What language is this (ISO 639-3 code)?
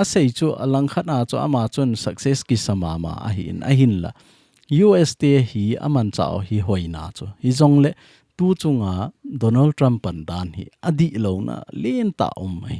tcz